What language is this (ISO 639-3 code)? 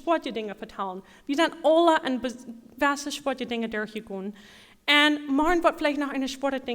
pdt